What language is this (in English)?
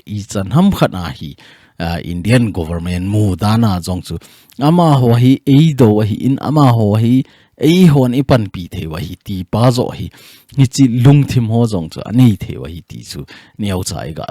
Thado Chin